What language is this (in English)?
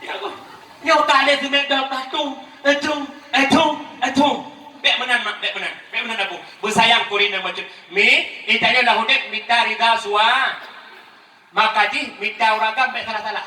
Achinese